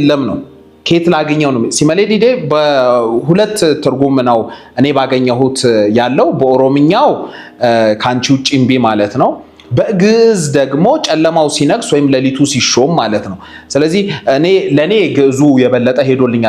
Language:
Amharic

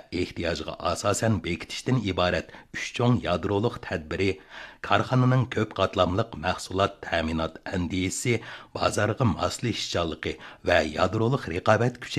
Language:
Uyghur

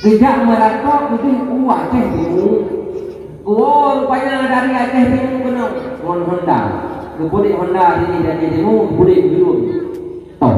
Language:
Achinese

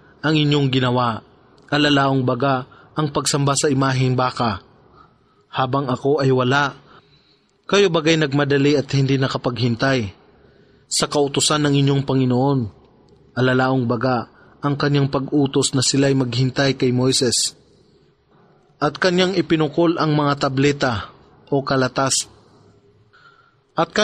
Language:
Filipino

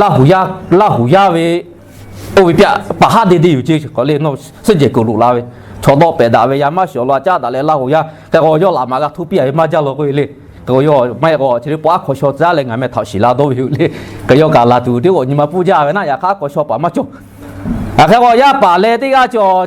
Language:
Lahu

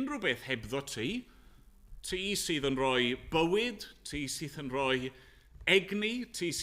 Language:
Welsh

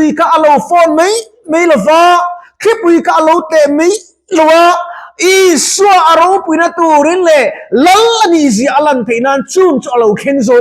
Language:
Mizo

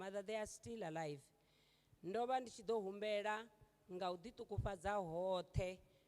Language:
Venda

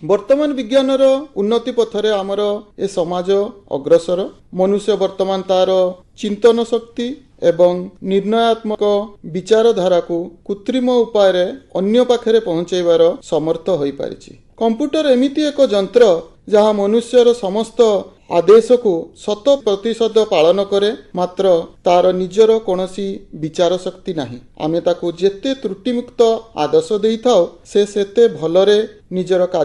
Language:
Odia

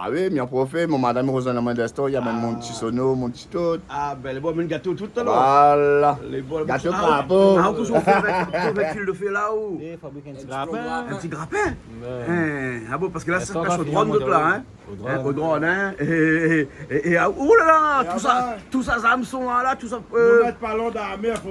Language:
Réunion Creole French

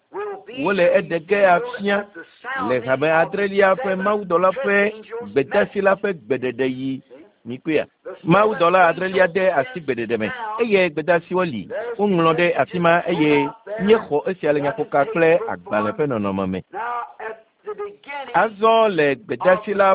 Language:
Ewe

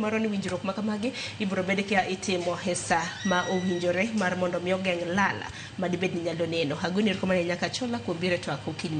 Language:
Luo (Kenya and Tanzania)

